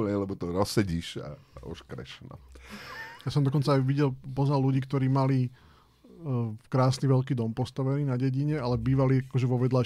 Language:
Slovak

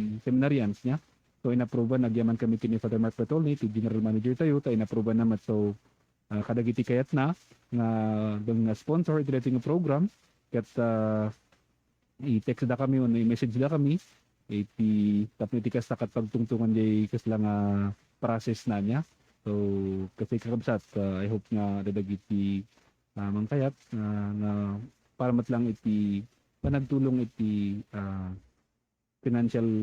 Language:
Iloko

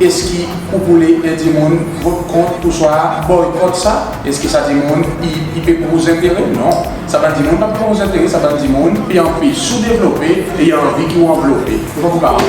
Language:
Seselwa Creole French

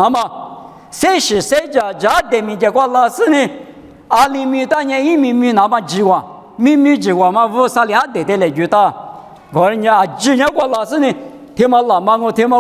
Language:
Lisu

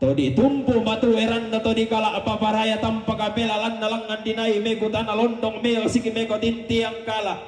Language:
Toraja-Sa'dan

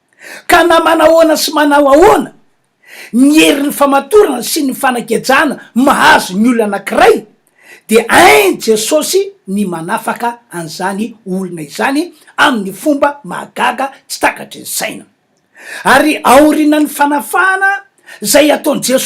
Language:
Malagasy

